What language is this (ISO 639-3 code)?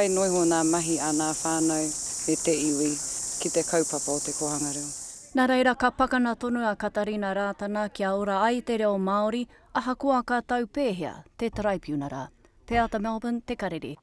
mri